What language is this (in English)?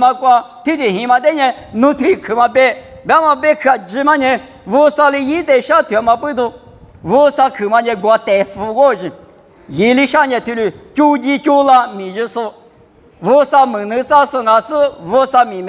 Lisu